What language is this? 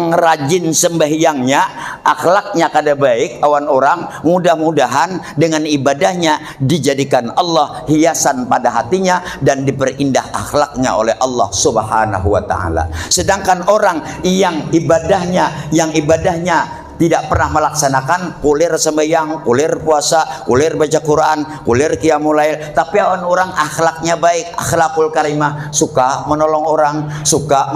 Banjar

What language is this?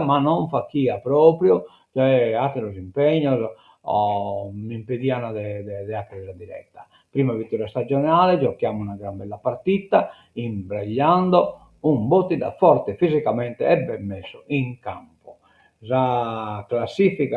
Sardinian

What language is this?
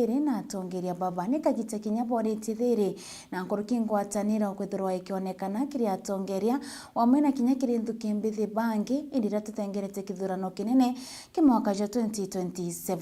Meru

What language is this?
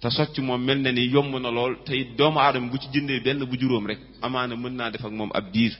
Wolof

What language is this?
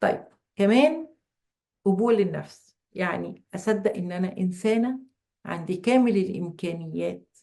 Egyptian Arabic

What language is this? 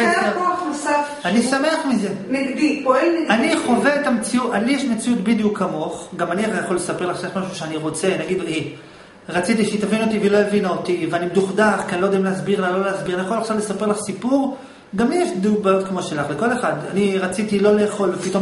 Hebrew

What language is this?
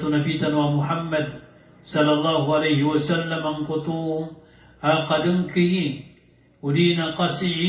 Maranao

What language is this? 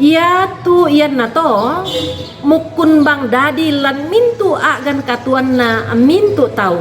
Toraja-Sa'dan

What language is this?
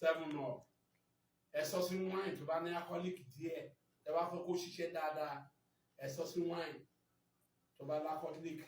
Yoruba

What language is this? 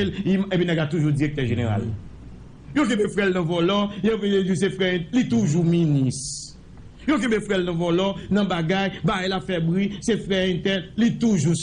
Haitian Creole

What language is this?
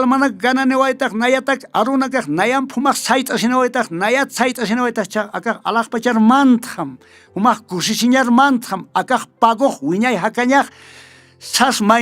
Aymara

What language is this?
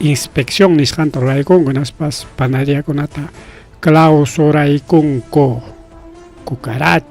Ayacucho Quechua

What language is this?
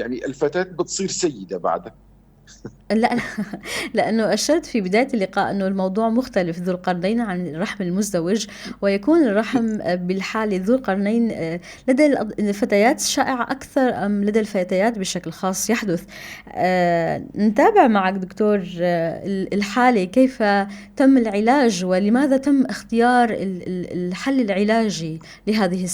North Levantine Arabic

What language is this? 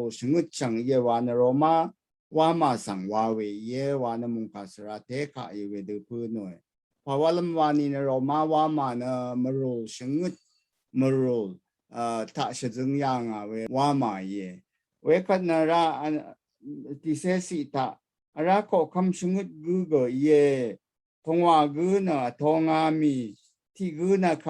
Rawang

